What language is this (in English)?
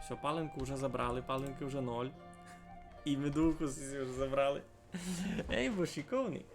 Rusyn